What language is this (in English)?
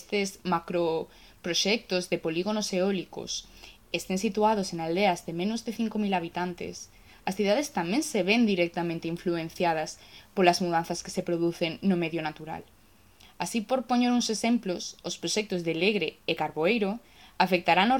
Galician